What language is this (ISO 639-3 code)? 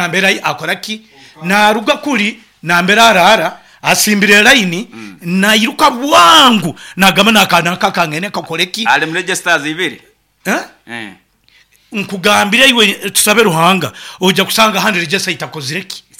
nyo